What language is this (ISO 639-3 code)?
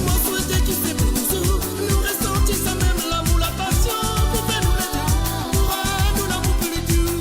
mfe